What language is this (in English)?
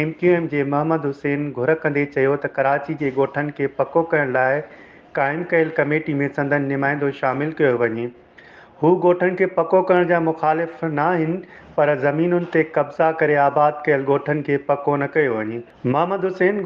Sindhi